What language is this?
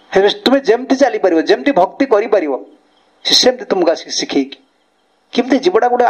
Odia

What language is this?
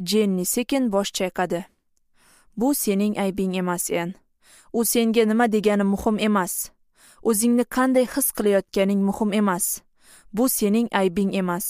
Uzbek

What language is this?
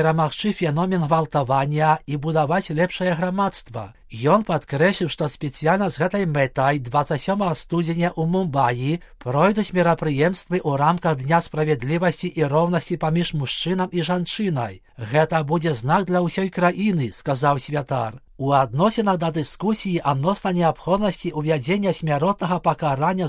Belarusian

